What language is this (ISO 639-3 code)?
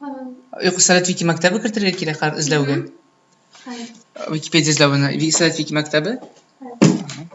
tat